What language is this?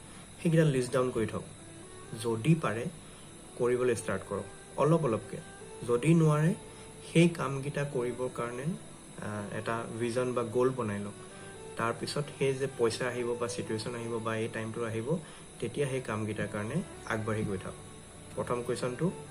Assamese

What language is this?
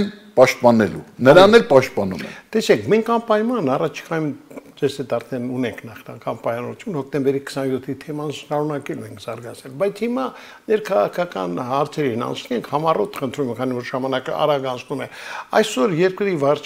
Armenian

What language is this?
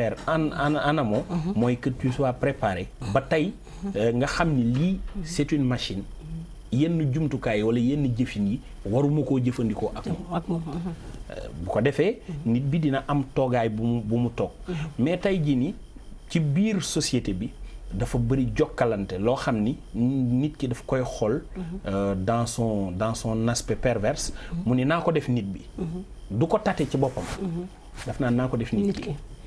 Wolof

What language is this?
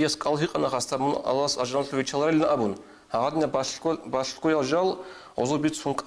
Avaric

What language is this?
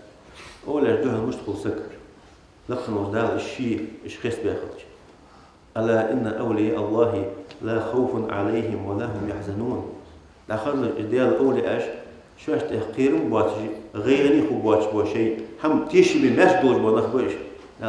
Ingush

